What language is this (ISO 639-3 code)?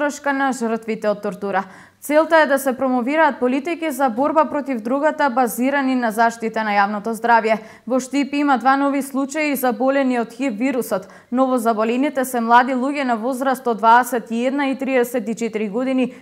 mkd